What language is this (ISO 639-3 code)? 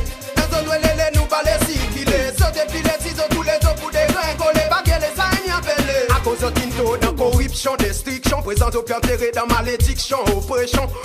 crs